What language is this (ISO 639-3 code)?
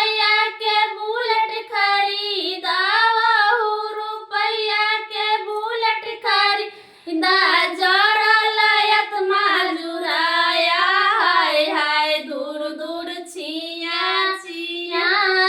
mai